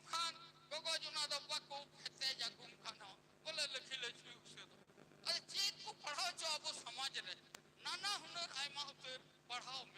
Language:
Santali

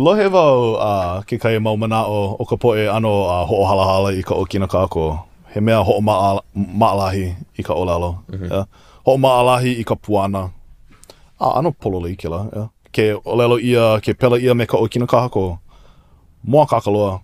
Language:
Hawaiian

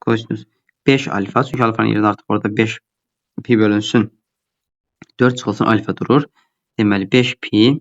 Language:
Azerbaijani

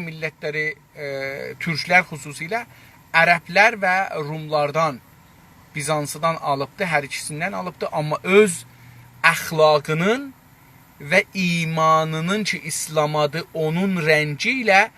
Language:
South Azerbaijani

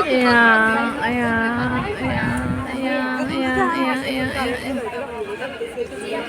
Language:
Kok Borok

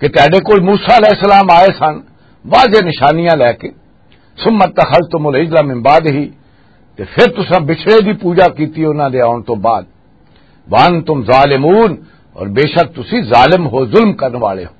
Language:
Western Panjabi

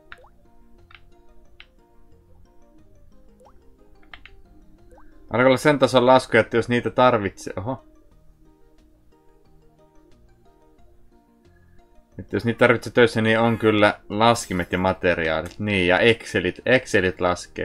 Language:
Finnish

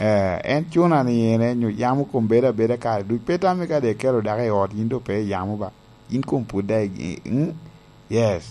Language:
Lango (Uganda)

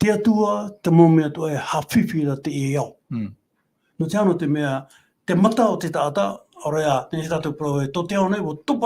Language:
Tahitian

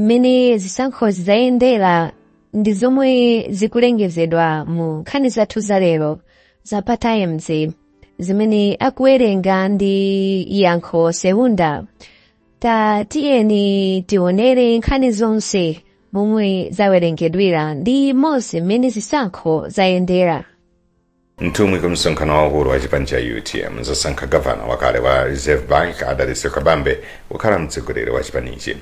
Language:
Nyanja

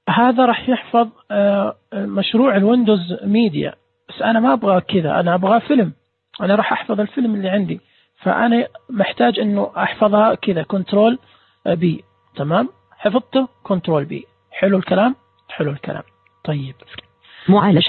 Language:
Najdi Arabic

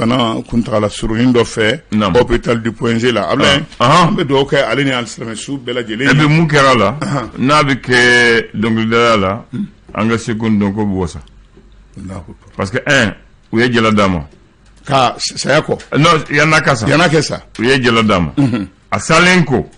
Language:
Bambara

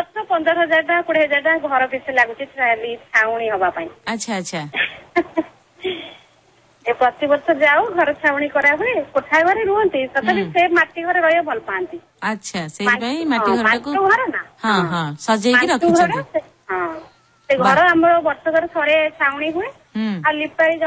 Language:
Odia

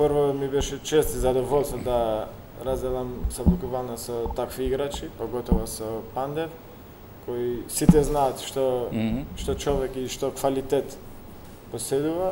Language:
Macedonian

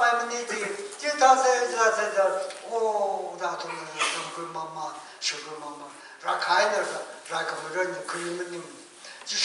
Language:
Tangkhul Naga (India)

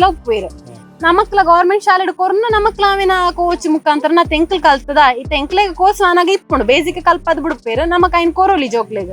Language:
Tulu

